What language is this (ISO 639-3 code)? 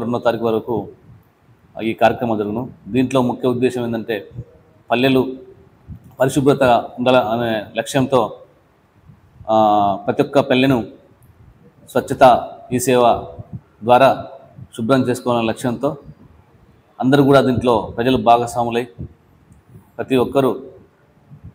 tel